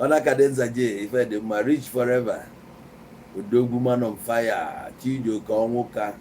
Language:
Igbo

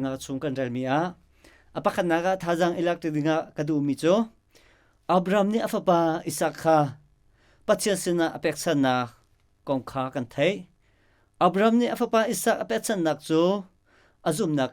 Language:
Hakha Chin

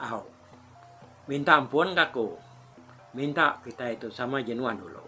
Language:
Iban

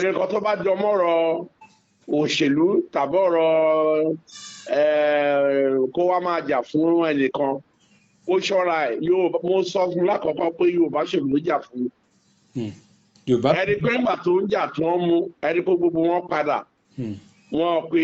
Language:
Yoruba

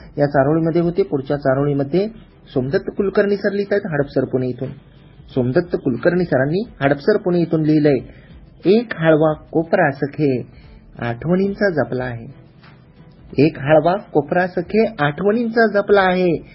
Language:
Marathi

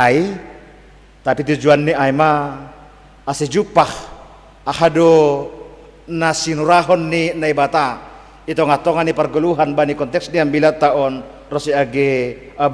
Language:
Batak Simalungun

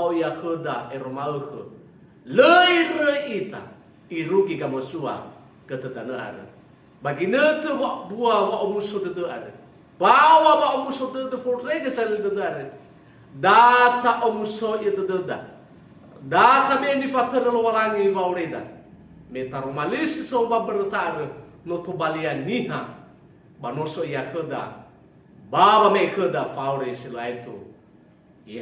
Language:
Nias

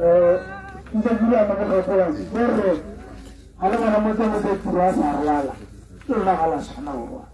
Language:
Tswana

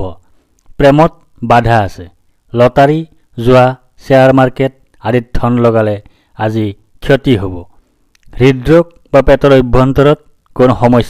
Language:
Assamese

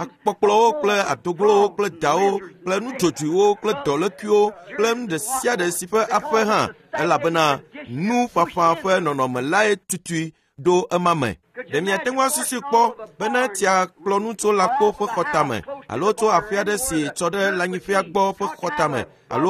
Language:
Ewe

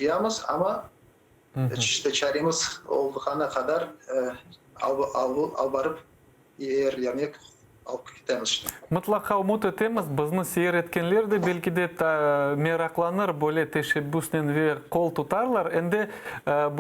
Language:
Crimean Tatar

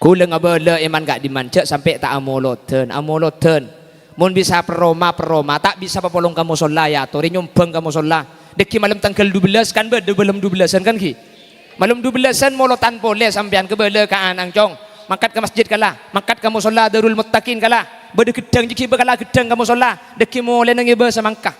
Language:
Madurese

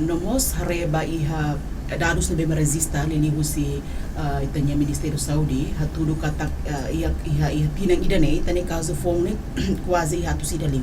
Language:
Tetum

